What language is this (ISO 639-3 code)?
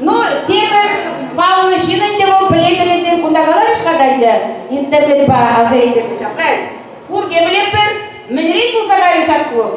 chv